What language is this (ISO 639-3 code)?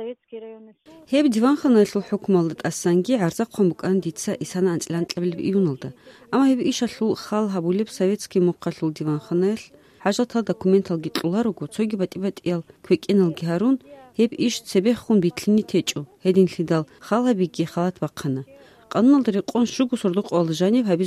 ava